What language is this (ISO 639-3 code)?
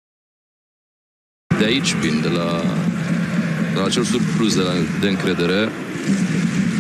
ron